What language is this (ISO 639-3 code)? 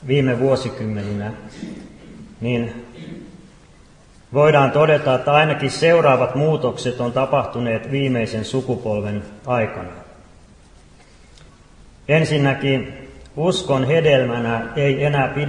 fin